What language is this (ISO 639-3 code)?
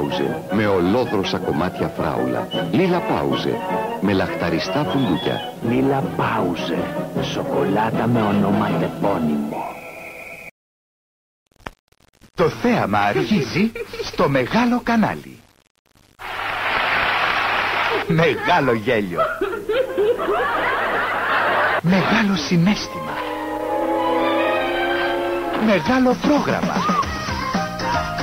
ell